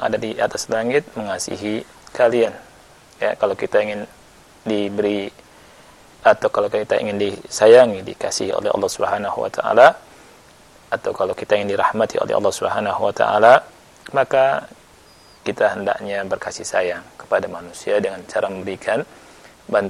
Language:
Indonesian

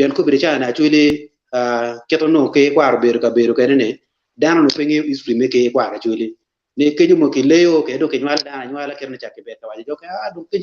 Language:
Acoli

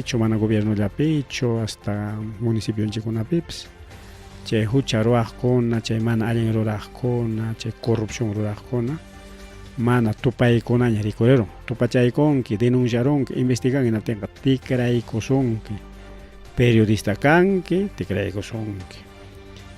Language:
Ayacucho Quechua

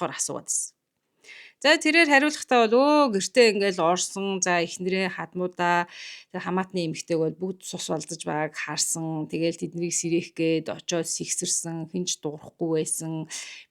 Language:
Mongolian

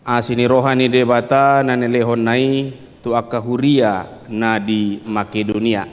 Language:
Batak Toba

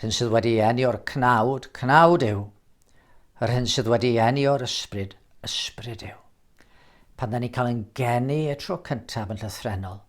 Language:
Welsh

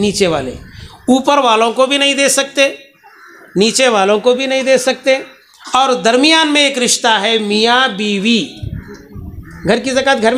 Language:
Urdu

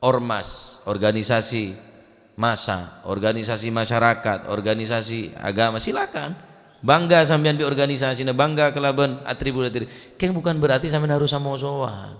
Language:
Madurese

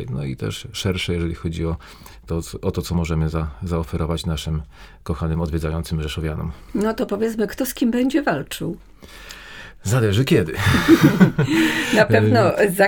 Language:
Polish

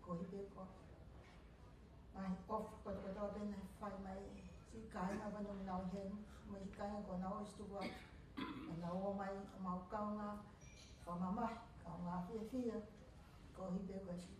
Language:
Tongan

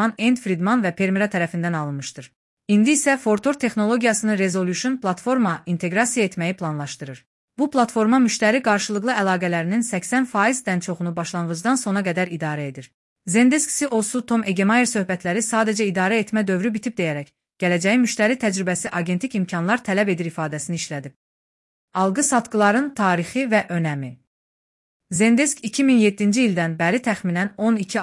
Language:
Azerbaijani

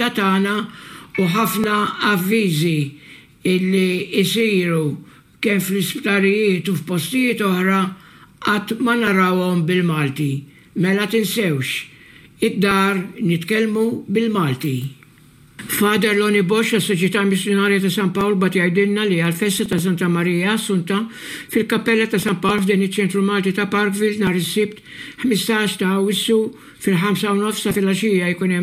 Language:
Maltese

